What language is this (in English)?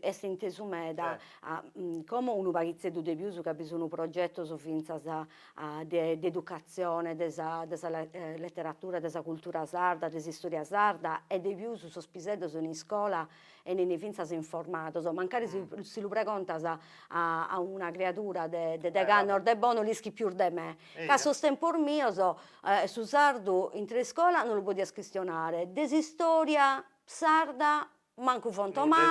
Sardinian